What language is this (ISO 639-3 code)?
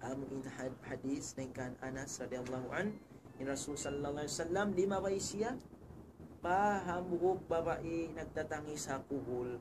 tsg